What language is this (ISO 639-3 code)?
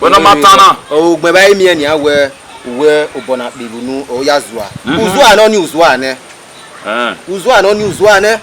bin